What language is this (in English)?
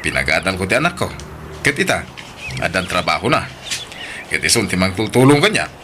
Iloko